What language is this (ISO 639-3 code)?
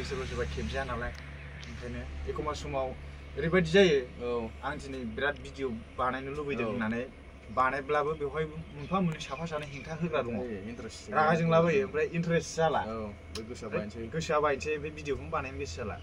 brx